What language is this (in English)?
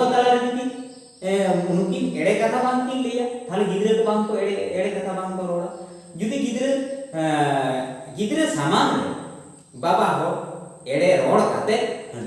Santali